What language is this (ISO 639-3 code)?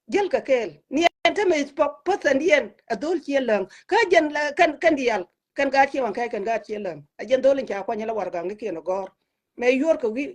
nus